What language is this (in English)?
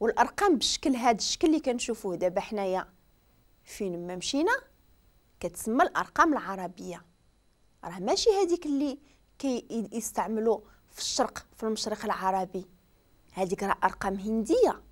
Moroccan Arabic